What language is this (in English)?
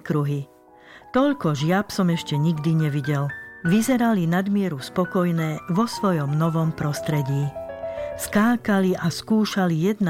Slovak